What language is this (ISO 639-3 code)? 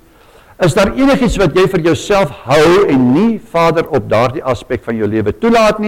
afr